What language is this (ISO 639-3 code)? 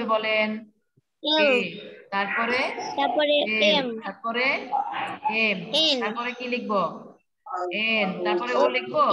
ben